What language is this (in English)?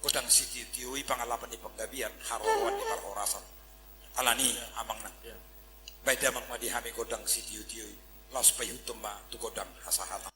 Batak Toba